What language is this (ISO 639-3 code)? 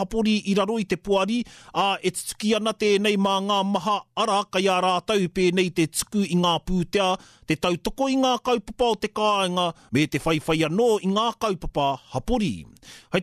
mri